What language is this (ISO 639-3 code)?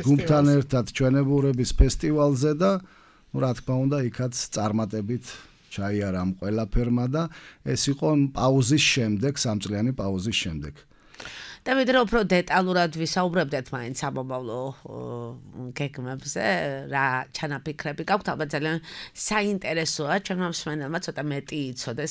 kat